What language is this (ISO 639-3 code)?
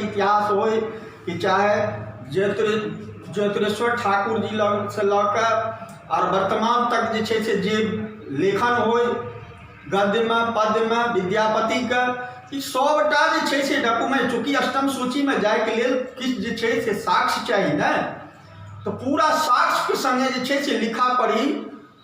mai